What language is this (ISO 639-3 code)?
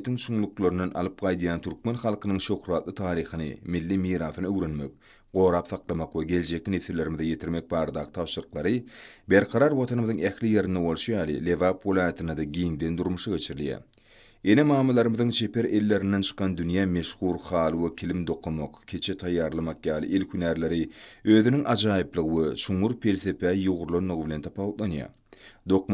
tuk